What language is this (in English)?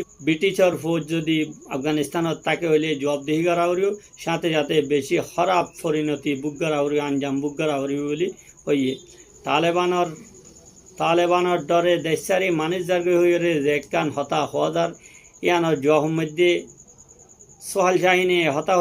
Rohingya